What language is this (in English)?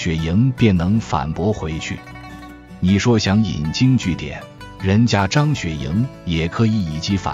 Chinese